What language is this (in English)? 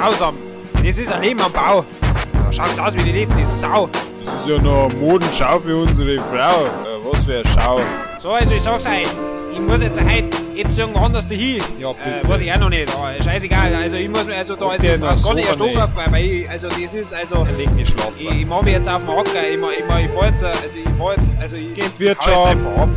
Bavarian